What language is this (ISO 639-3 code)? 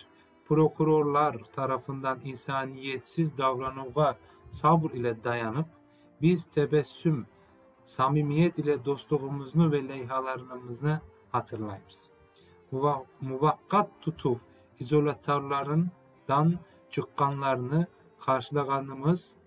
crh